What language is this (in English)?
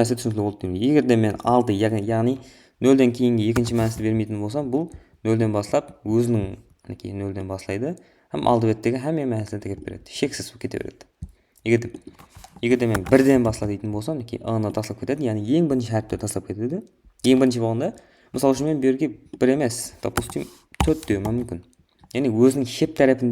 Kara-Kalpak